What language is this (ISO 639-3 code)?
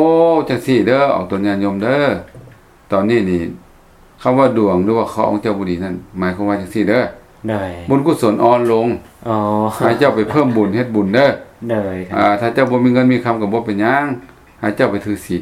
lao